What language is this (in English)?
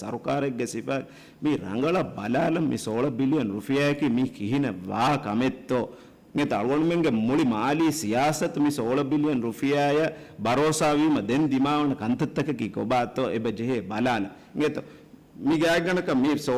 Divehi